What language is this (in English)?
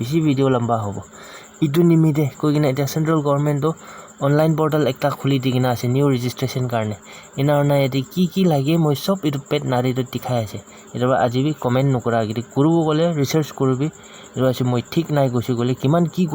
Naga Pidgin